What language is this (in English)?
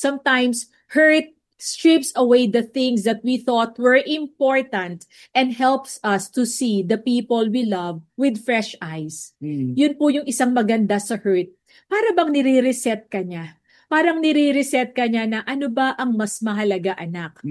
Filipino